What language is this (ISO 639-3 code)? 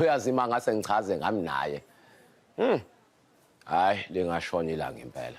zul